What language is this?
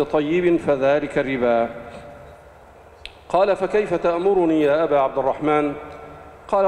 Arabic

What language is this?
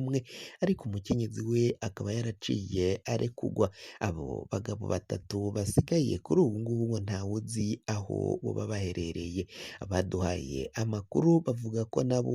Rundi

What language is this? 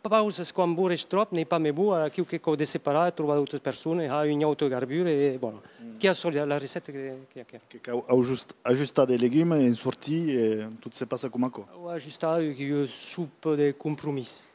Occitan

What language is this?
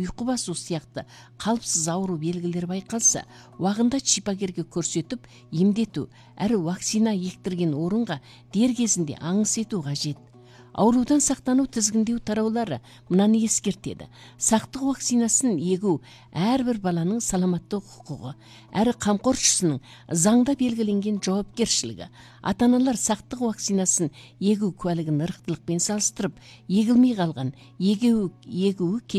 Kazakh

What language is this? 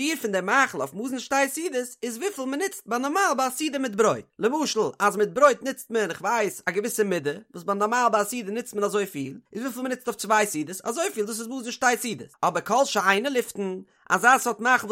Yiddish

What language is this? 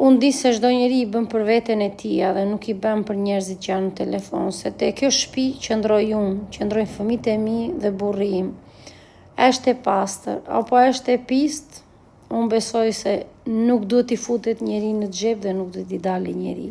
Albanian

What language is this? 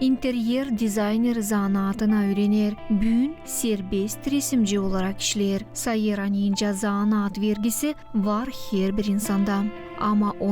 Gagauz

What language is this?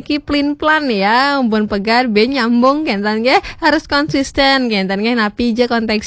Balinese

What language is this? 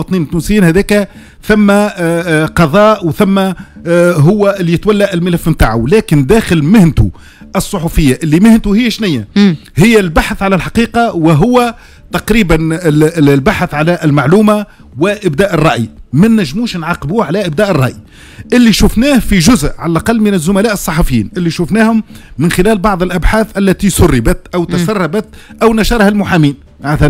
Tunisian Arabic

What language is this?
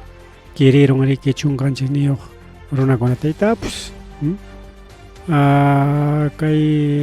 Ayacucho Quechua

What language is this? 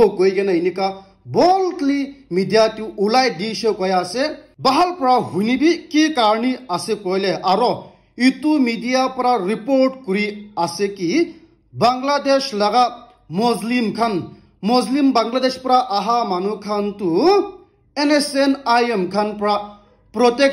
Naga Pidgin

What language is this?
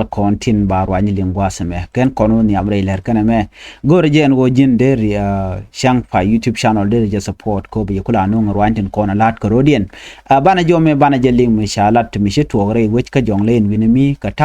Nuer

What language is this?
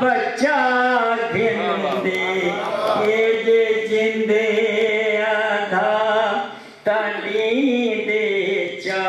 Saraiki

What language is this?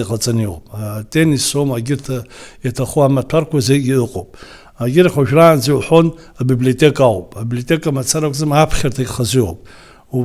Abkhazian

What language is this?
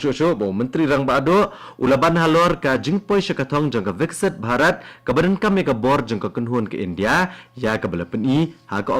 Khasi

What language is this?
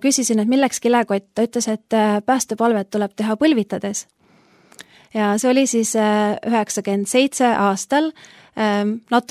Estonian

